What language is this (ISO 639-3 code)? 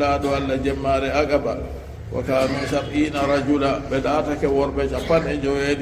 ful